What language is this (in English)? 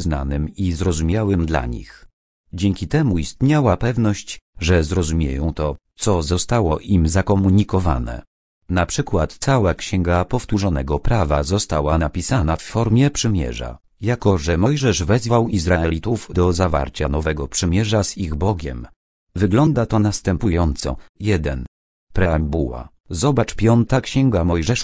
Polish